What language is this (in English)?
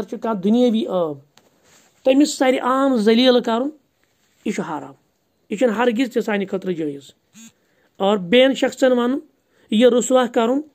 Kashmiri